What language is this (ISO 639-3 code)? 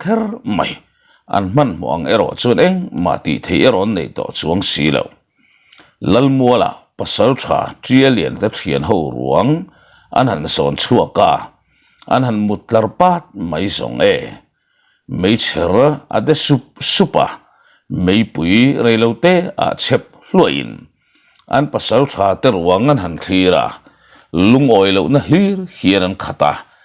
lus